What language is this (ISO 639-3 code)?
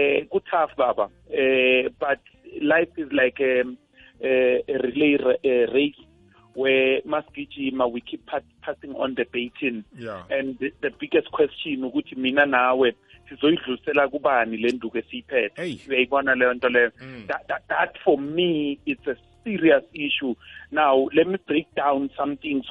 nbl